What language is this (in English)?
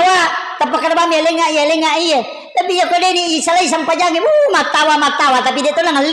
Buginese